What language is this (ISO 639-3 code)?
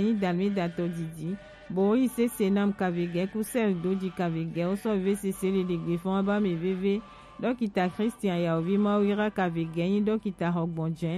gej